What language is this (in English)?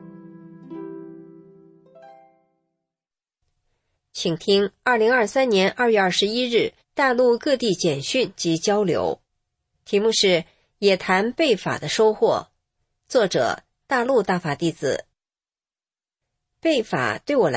Chinese